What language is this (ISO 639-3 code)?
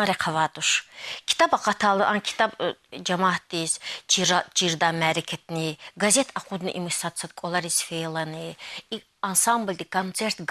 lez